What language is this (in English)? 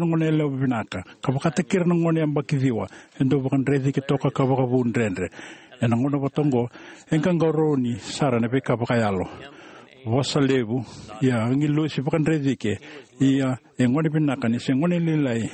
Fijian